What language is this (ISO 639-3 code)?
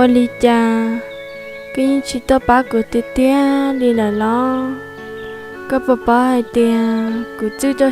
hmn